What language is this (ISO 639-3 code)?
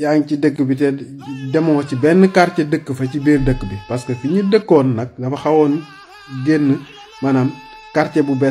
wol